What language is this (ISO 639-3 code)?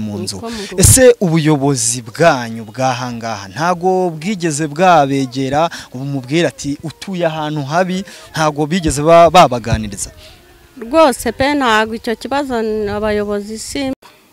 kin